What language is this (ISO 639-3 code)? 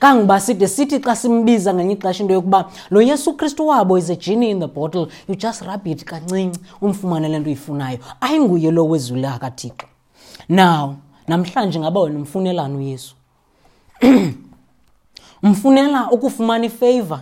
xho